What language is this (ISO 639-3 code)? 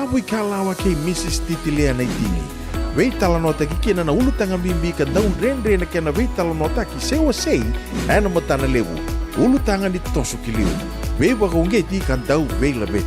fij